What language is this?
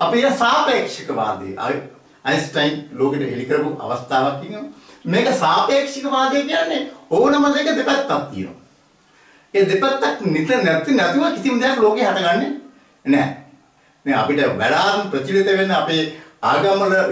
Sinhala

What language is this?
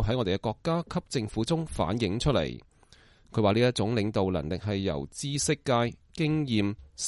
Cantonese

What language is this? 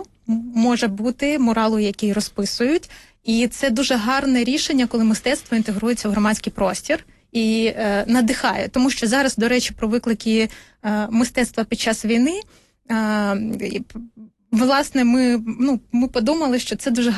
Ukrainian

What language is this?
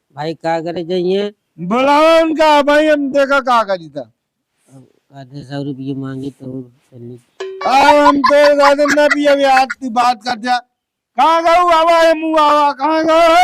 Awadhi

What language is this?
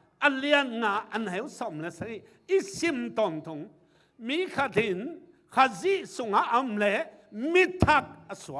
Tedim Chin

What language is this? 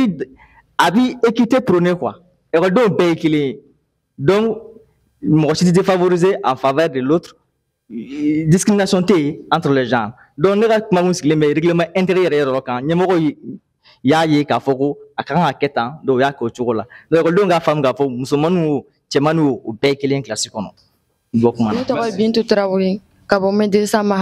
Bambara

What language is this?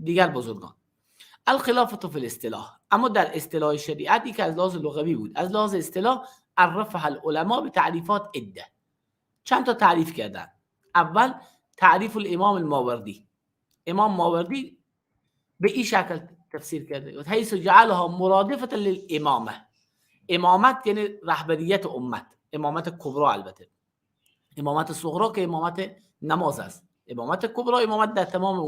Persian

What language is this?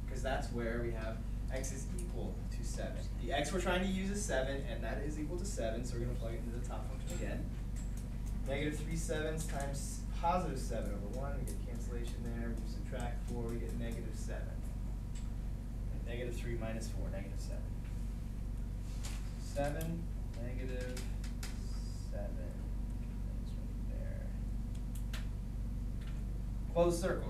English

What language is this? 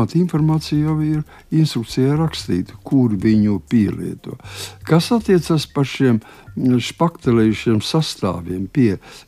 Latvian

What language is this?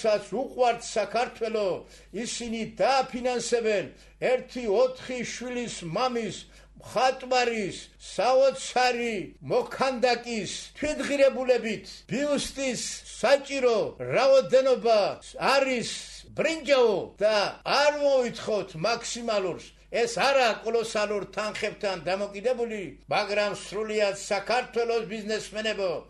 Georgian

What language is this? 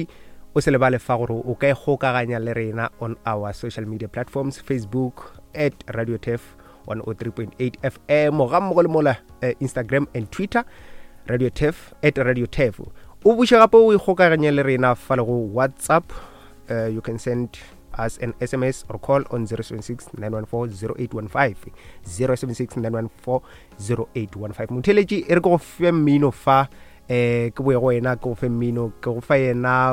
Northern Sotho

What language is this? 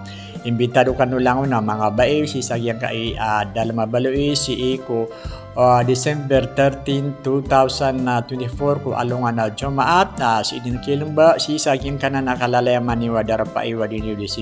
Maranao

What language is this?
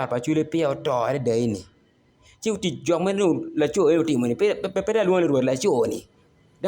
Acoli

